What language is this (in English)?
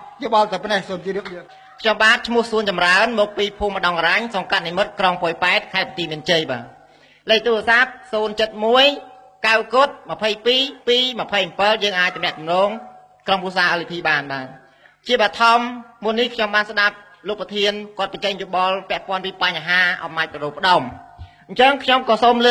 Khmer